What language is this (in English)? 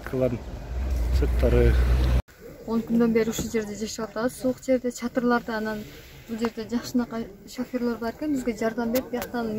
Kyrgyz